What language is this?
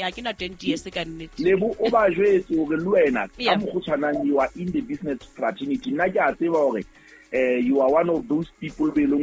Southern Sotho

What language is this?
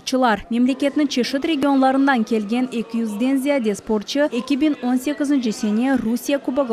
Crimean Tatar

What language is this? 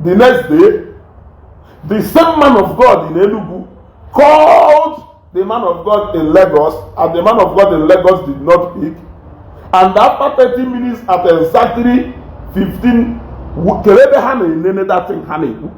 Igbo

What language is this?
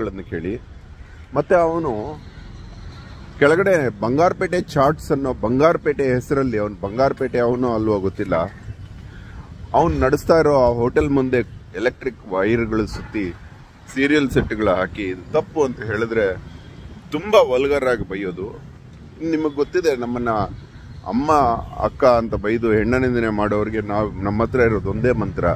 Kannada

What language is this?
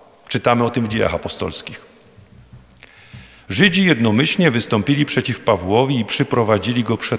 Polish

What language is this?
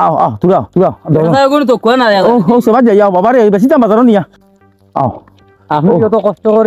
Sylheti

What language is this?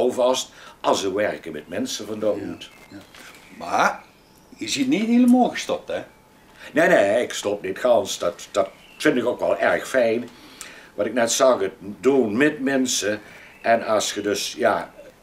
Limburgish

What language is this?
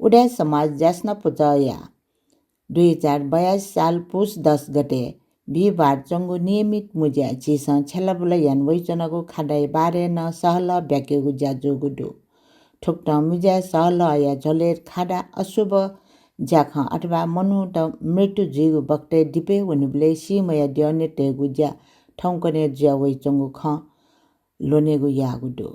Newari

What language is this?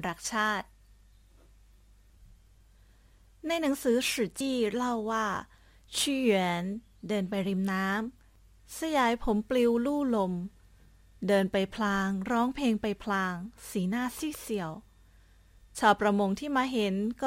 Thai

